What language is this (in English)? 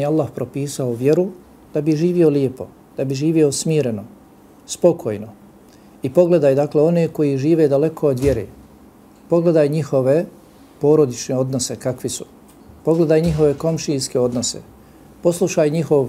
Bosnian